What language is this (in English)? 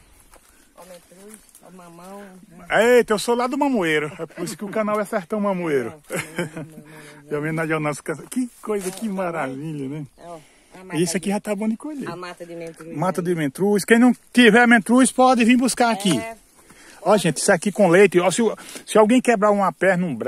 Portuguese